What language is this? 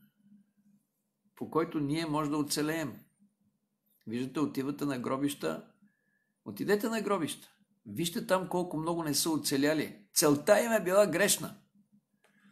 Bulgarian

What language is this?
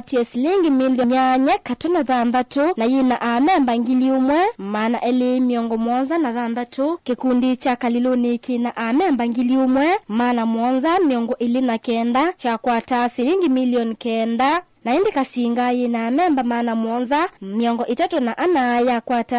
Kamba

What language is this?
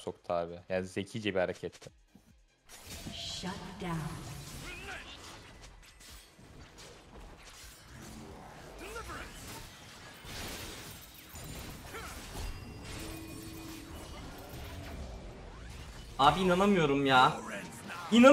Turkish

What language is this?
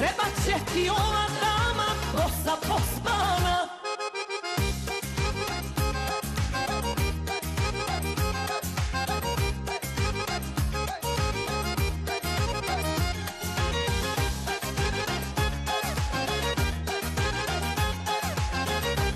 Serbian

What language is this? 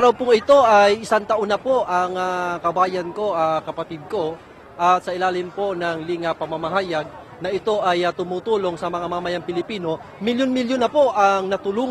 Filipino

